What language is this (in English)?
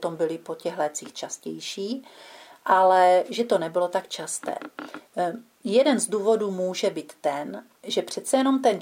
Czech